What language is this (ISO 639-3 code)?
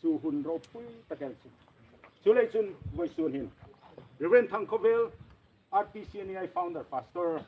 hmr